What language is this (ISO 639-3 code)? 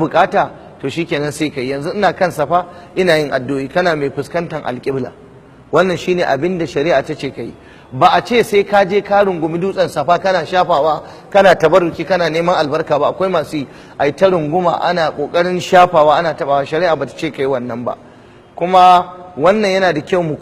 hau